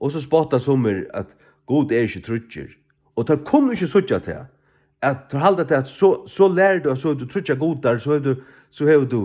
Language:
Faroese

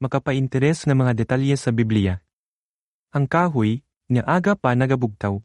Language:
Hiligaynon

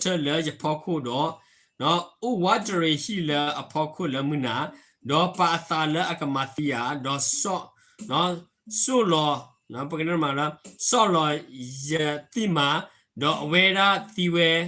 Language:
S'gaw Karen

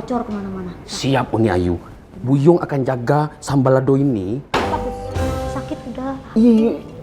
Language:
Betawi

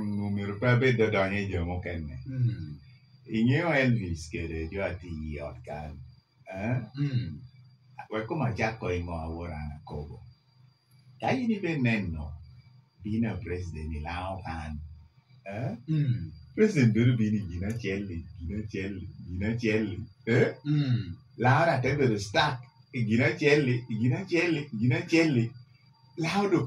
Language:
Lango (Uganda)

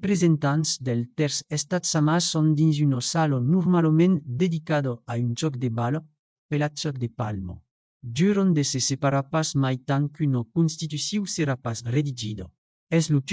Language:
Occitan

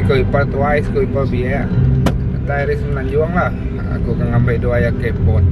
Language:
Iban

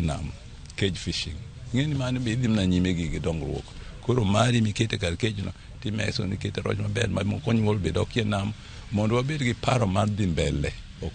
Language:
Luo (Kenya and Tanzania)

